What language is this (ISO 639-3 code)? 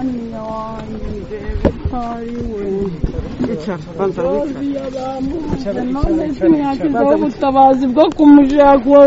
kin